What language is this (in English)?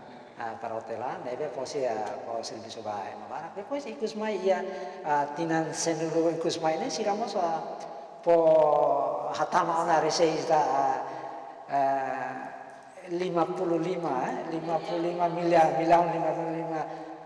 Tetum